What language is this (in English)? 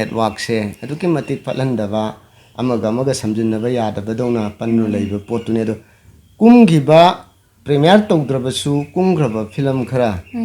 Manipuri